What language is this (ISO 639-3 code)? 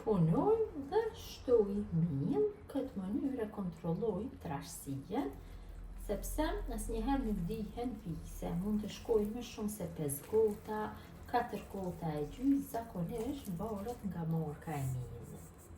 sqi